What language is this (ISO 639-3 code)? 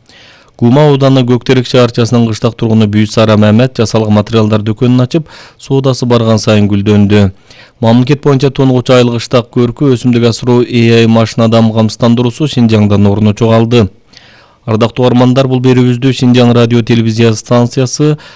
kir